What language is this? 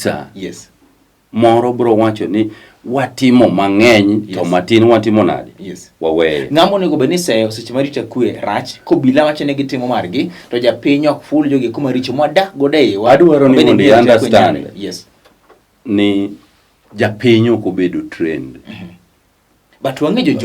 Luo (Kenya and Tanzania)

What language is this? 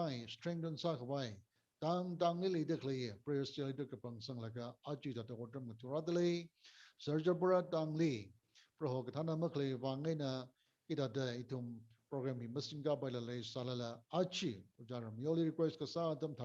Tangkhul Naga (India)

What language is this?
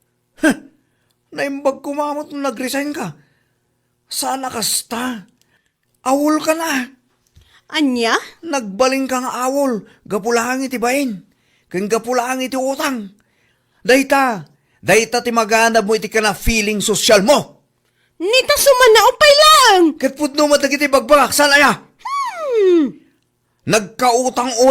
Iloko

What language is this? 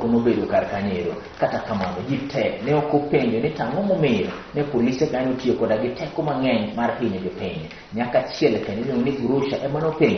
Luo (Kenya and Tanzania)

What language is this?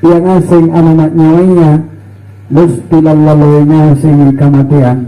Makasar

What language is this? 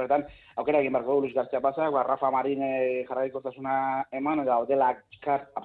Basque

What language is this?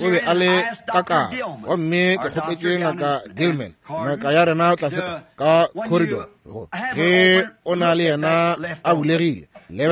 Northern Sotho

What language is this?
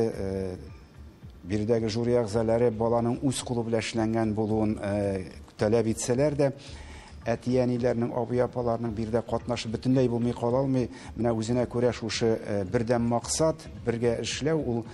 Tatar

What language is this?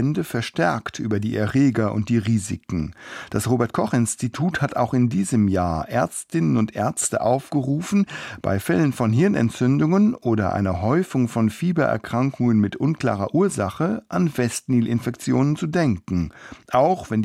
German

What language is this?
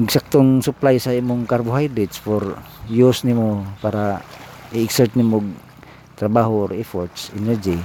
Cebuano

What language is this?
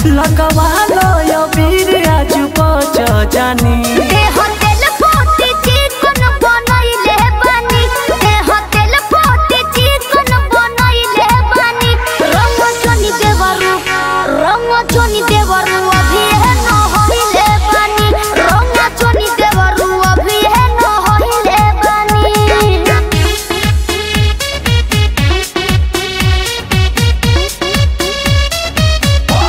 Bhojpuri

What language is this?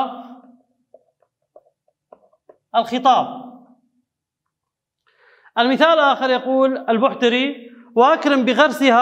Arabic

